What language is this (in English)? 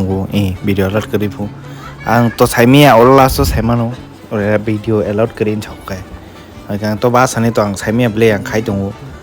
Kok Borok